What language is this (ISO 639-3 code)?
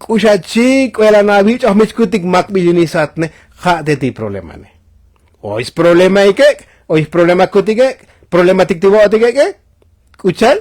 tzo